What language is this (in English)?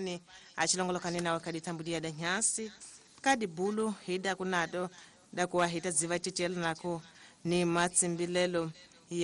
Tsonga